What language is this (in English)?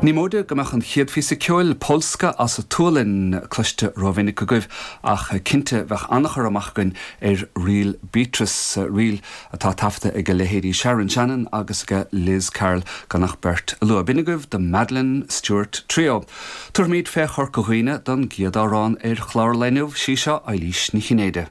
Irish